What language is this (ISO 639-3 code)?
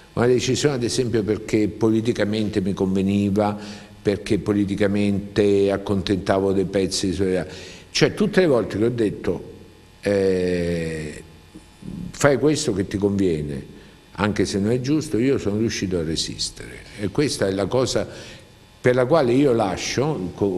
ita